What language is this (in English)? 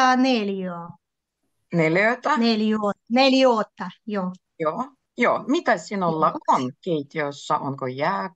Finnish